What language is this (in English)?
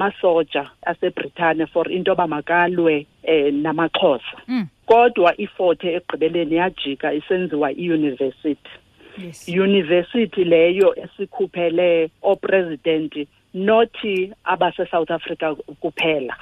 Xhosa